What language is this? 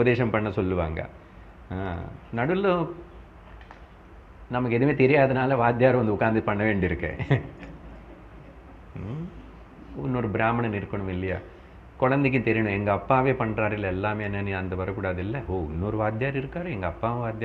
Tamil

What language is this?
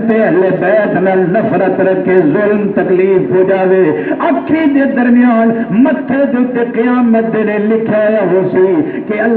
Saraiki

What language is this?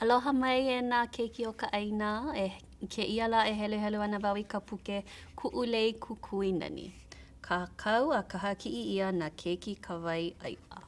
Hawaiian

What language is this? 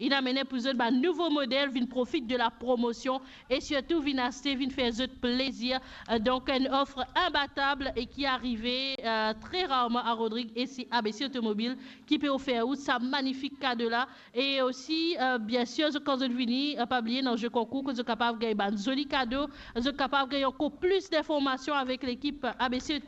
Morisyen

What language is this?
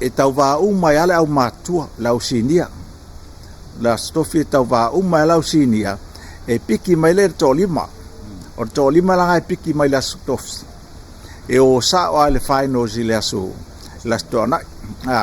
Samoan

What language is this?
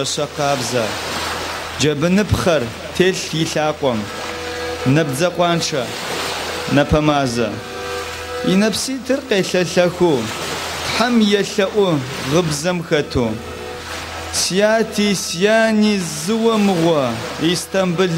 Adyghe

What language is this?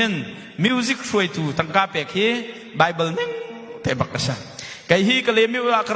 Hakha Chin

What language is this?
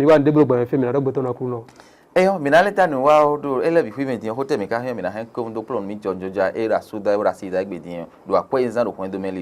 Fon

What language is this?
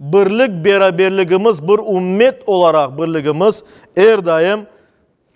Crimean Tatar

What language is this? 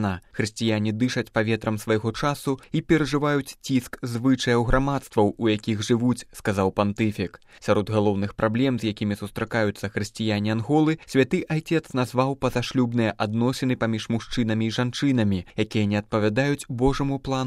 Belarusian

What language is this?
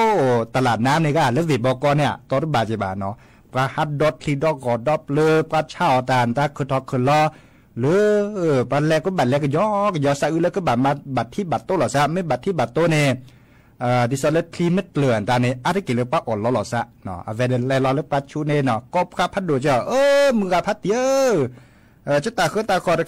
Thai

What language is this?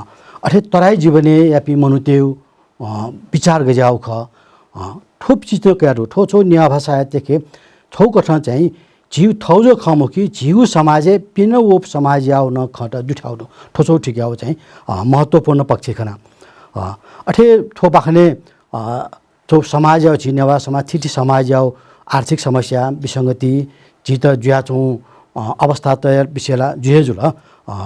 Newari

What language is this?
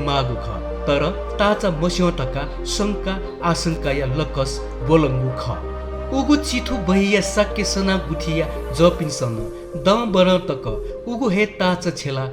Newari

